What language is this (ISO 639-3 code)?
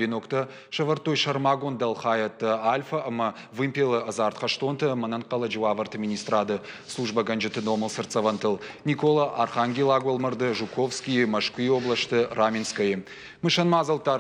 oss